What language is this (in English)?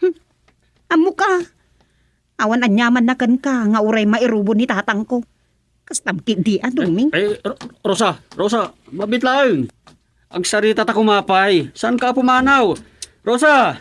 Iloko